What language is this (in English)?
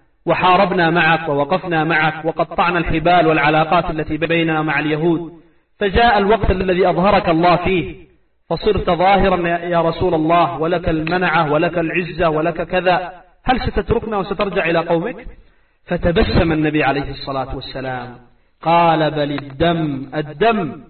Arabic